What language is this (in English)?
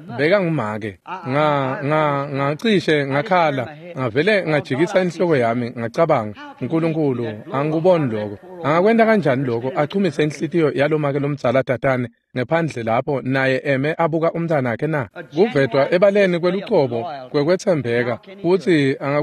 Swati